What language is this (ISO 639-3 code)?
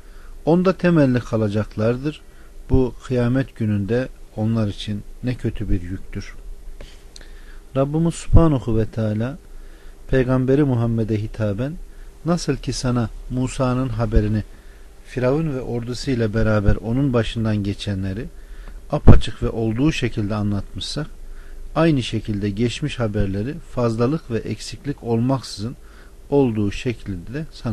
tur